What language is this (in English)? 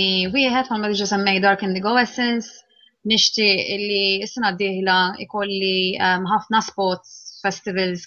Maltese